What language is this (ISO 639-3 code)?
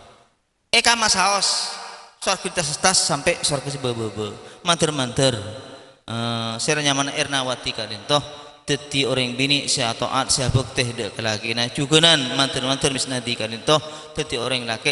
mad